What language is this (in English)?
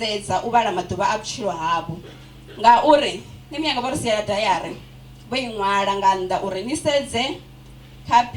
Venda